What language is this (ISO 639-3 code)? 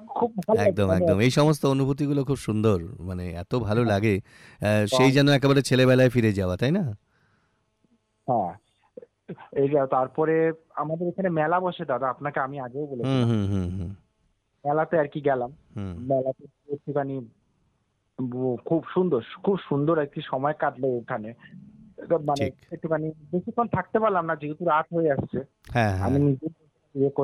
ben